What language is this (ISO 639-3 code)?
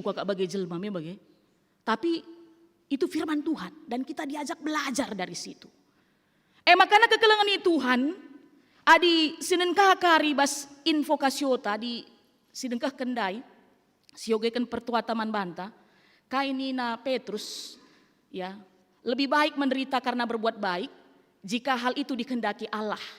btx